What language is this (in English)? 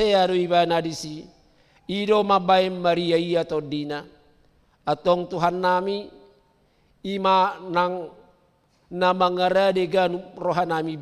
Batak Toba